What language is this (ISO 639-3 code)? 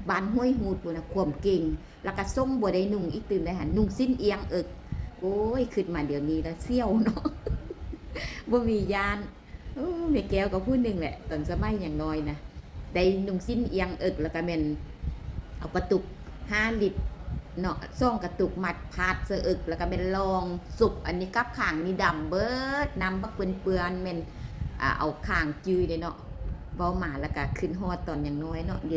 lao